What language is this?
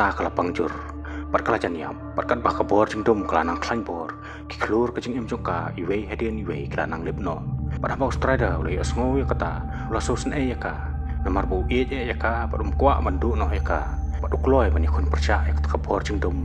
Khasi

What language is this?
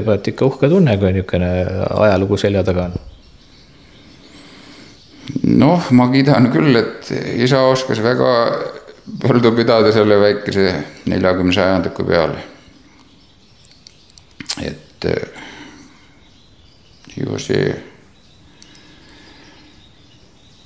Estonian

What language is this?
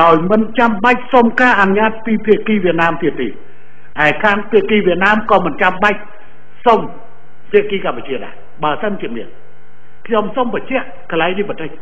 Khmer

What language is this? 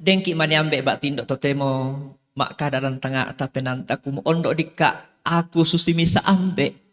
Toraja-Sa'dan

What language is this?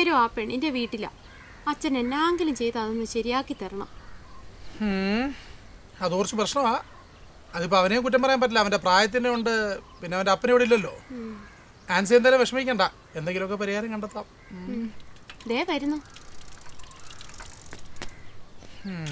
Malayalam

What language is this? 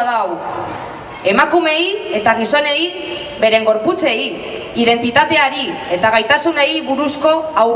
Basque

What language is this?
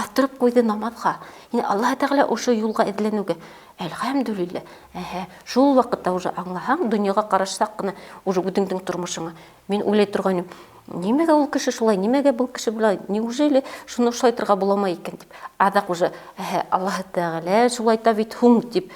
Bashkir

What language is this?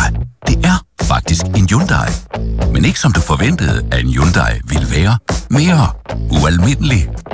Danish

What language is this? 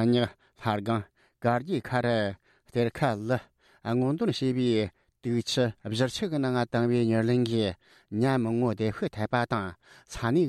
Tibetan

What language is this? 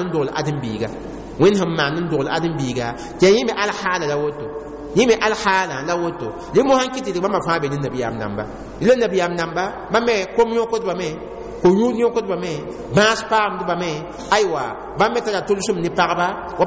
Mossi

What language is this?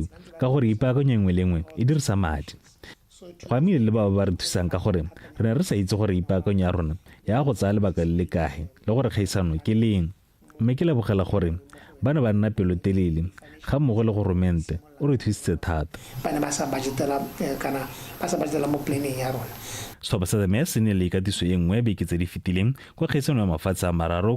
Tswana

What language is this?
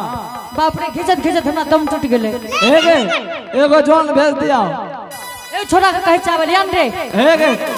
Angika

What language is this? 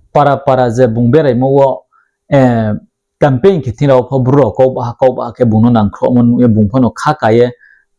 Riang (India)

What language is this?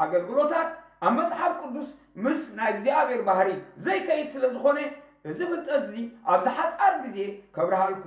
Tigrinya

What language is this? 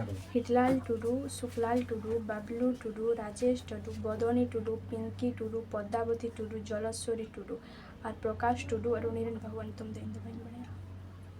Santali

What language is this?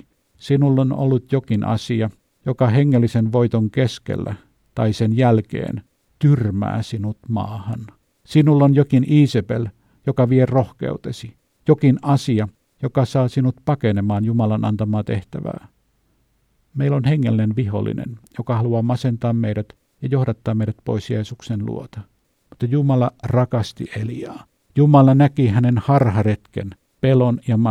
Finnish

